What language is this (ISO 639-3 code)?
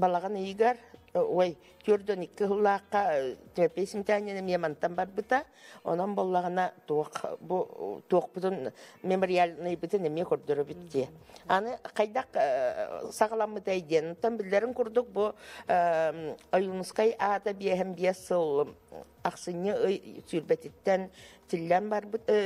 sah